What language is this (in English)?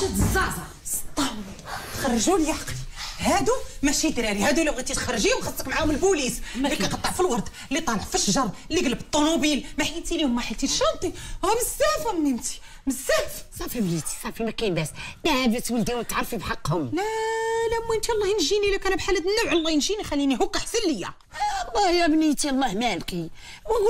Moroccan Arabic